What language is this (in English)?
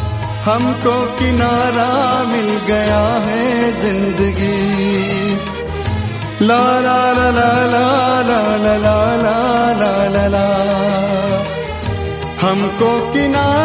Hindi